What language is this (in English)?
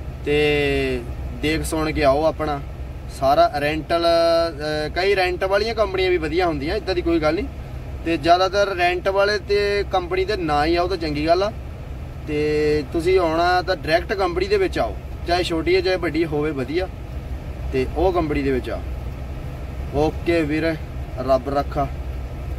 Punjabi